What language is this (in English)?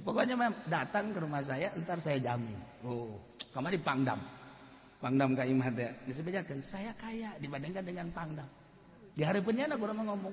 Sundanese